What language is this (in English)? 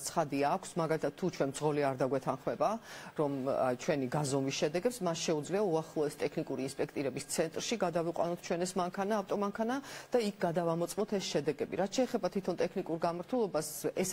Georgian